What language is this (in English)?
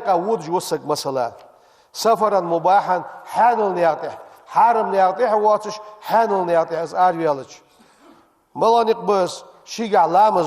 Ingush